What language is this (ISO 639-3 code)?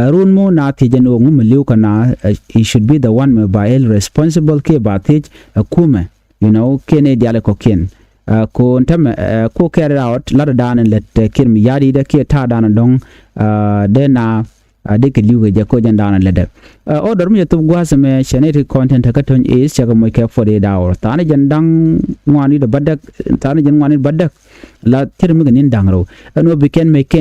nus